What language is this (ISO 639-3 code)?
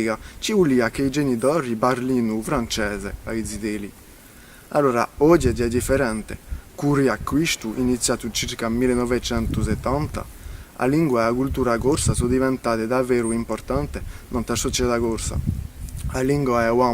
cos